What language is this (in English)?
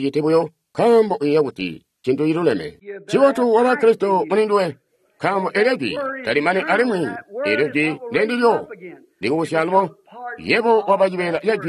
Tonga (Zambia)